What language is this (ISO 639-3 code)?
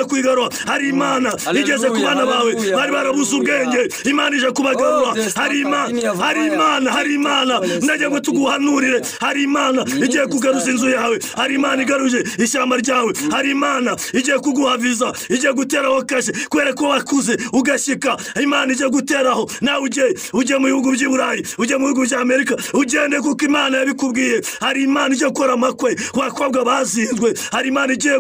kin